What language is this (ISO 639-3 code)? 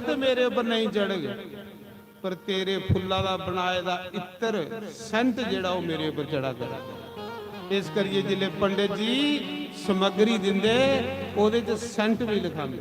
doi